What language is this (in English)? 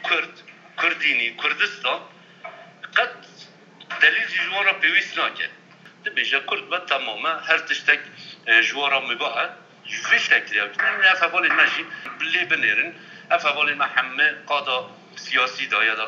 Kurdish